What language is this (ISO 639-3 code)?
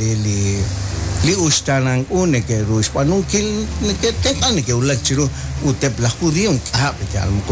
kek